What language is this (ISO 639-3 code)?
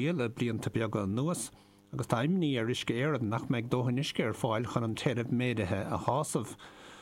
gle